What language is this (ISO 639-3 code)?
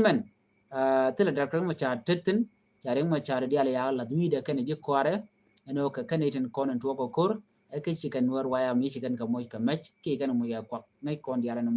nus